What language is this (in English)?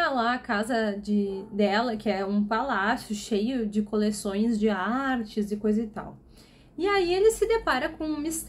Portuguese